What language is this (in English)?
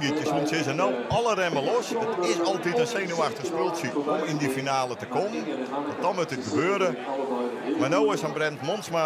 Western Frisian